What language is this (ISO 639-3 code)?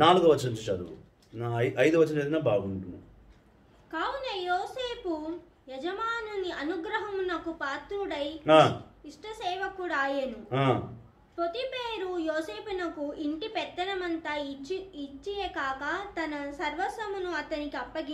tel